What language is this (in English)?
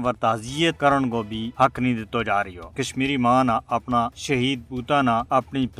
Gujari